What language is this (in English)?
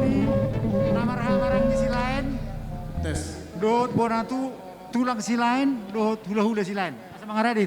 Batak Toba